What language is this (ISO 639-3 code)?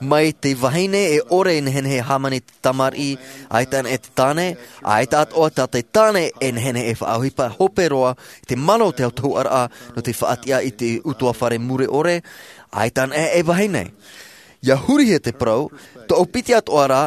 tah